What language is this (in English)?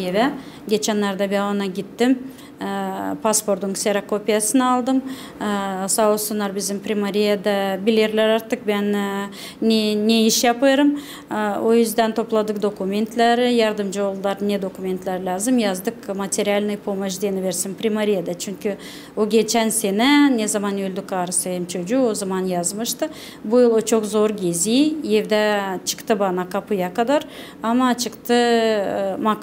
Gagauz